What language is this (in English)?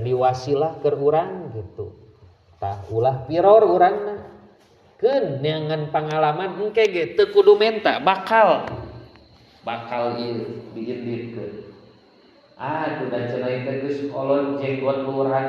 Sundanese